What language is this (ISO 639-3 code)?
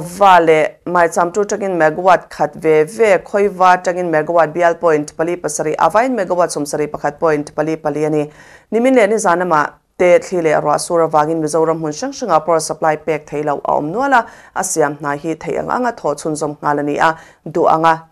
lus